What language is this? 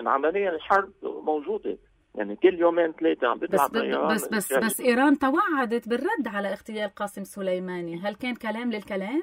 North Levantine Arabic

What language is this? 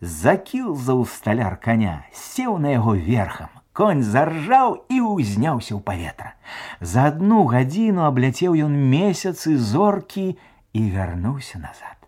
Belarusian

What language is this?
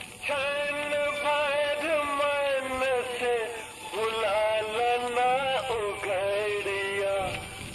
Magahi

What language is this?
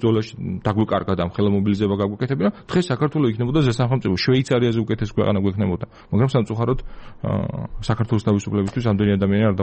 Georgian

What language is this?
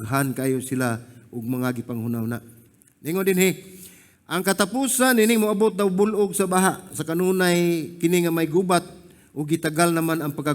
Cebuano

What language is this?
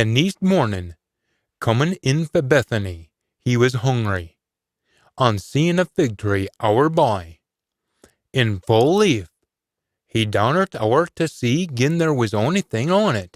Scots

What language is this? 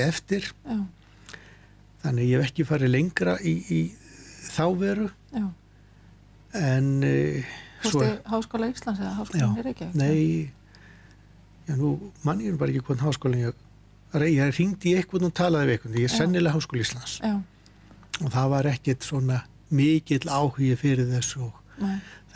Icelandic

